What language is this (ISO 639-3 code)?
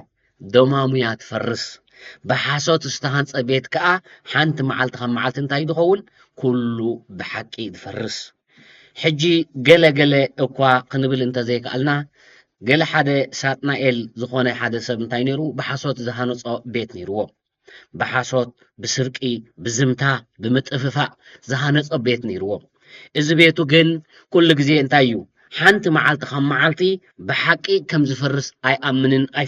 tir